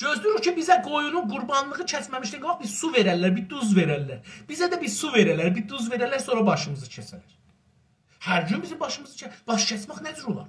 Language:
South Azerbaijani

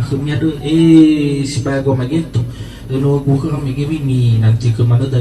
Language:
Nias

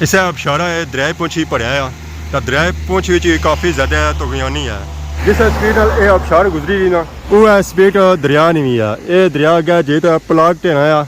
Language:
Pahari-Potwari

